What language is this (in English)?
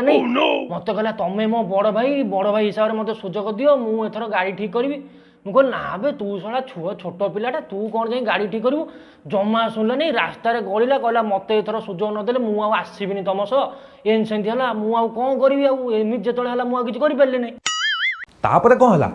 Odia